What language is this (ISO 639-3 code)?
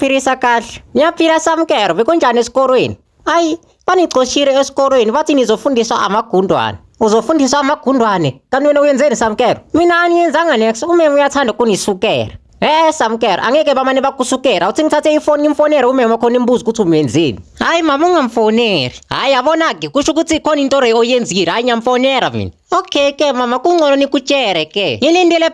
zul